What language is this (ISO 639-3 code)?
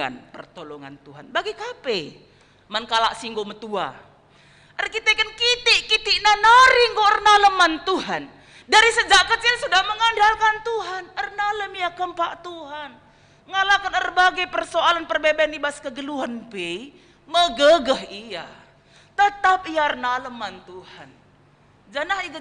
btx